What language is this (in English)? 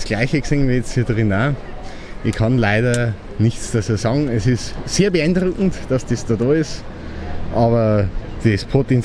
Bavarian